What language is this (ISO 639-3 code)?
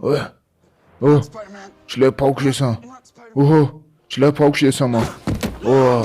tgk